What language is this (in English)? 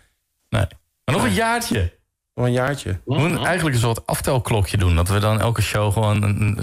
Dutch